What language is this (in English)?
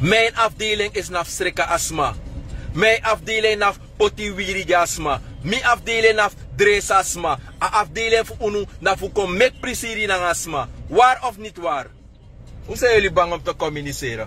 Sranan Tongo